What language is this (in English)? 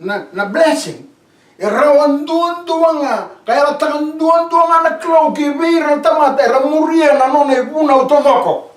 Fijian